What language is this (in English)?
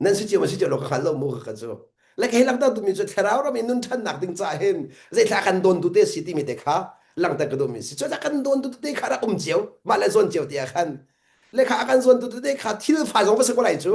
Hakha Chin